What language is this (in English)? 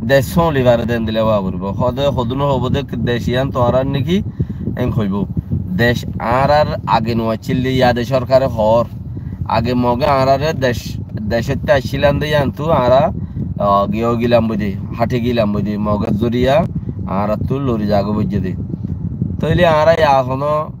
Rohingya